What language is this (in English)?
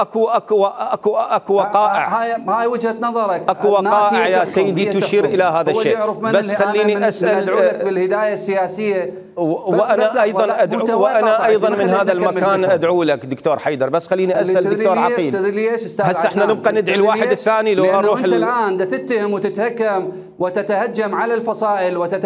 Mesopotamian Arabic